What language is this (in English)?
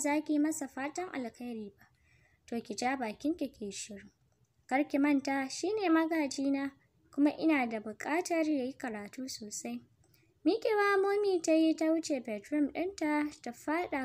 Hausa